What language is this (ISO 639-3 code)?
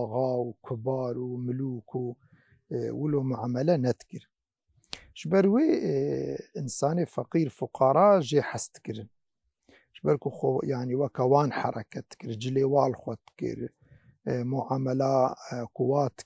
kur